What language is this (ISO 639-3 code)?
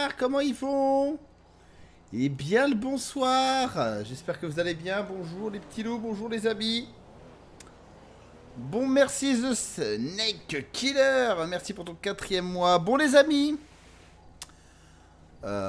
fra